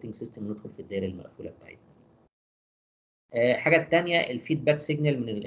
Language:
Egyptian Arabic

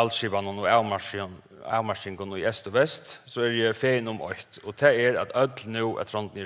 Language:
Faroese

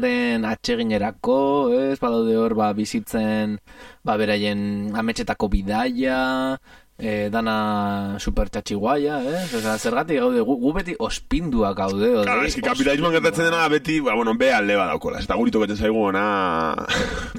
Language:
Basque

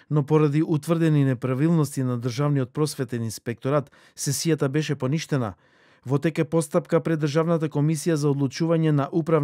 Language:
Macedonian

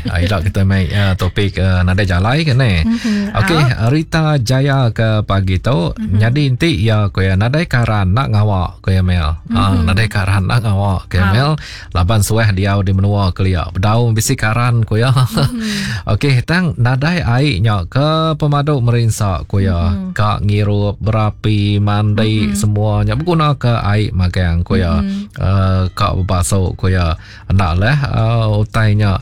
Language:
Iban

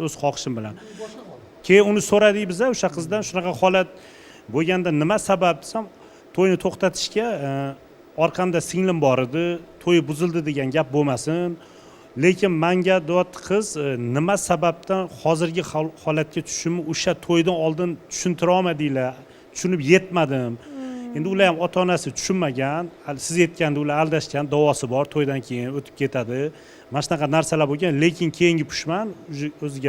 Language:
Uzbek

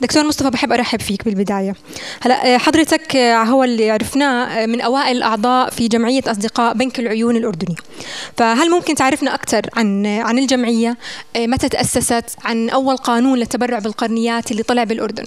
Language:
North Levantine Arabic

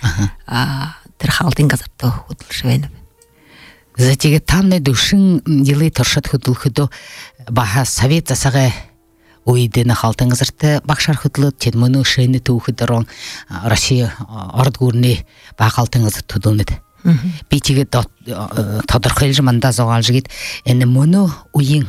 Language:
Buriat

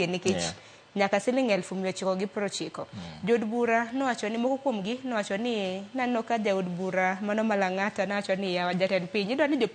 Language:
Luo (Kenya and Tanzania)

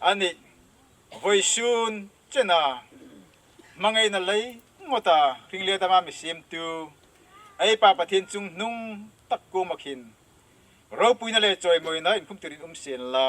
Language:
Hmar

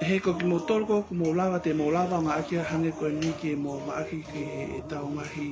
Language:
Tongan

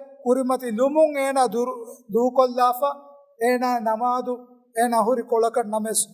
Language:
Divehi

